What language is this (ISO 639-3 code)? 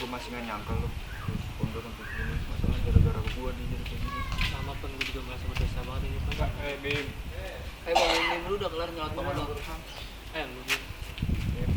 bew